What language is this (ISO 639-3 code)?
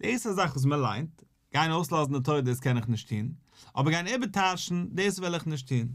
yid